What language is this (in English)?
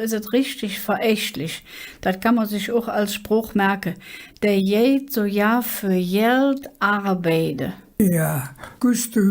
Colognian